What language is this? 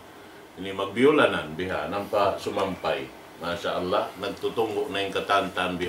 Tausug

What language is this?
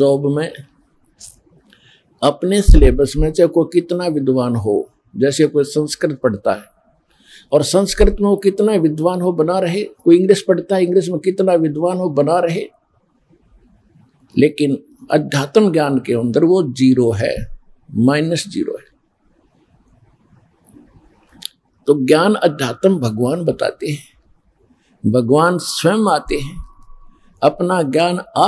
Hindi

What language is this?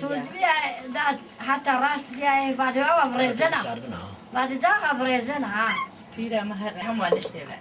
Zaza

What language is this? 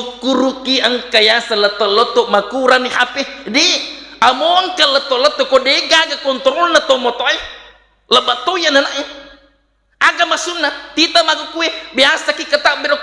Buginese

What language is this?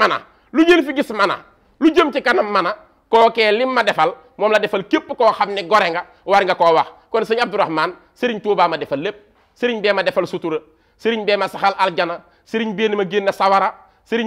Wolof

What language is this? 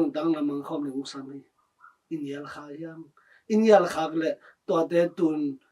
Tedim Chin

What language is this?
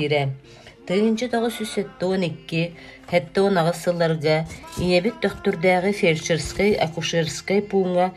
Yakut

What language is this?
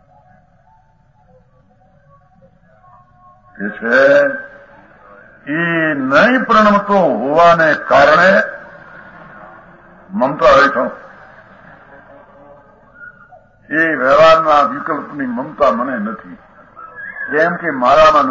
Gujarati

